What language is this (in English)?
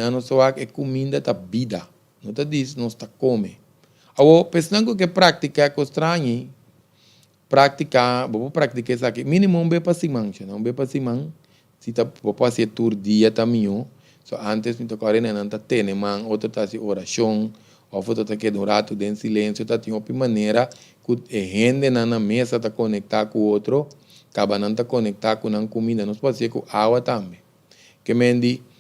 Papiamento